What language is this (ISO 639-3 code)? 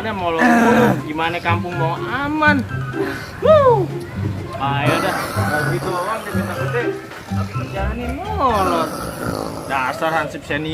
bew